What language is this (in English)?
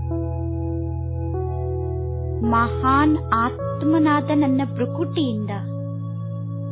Kannada